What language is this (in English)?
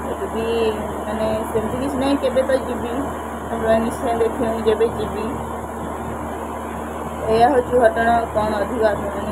Odia